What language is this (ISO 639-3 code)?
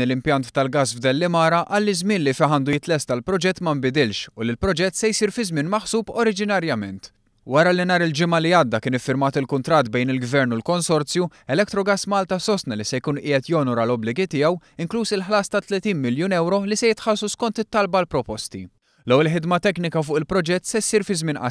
mlt